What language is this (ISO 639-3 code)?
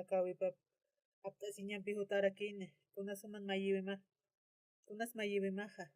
aym